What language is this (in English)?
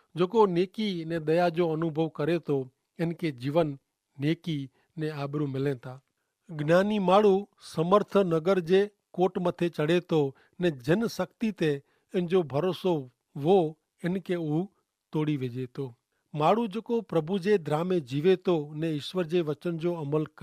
Kachhi